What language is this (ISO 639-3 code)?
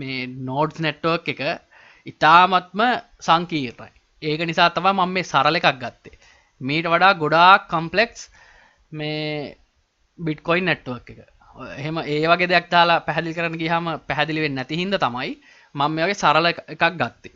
sin